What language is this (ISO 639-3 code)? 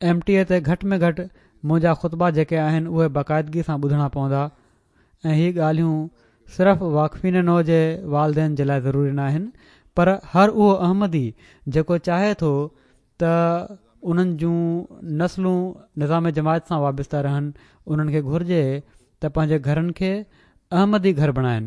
snd